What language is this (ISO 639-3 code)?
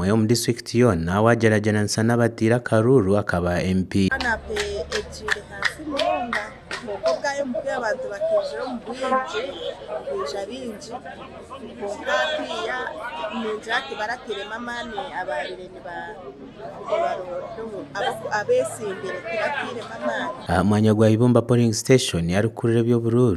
nyn